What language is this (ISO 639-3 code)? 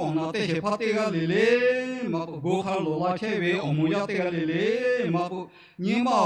lhu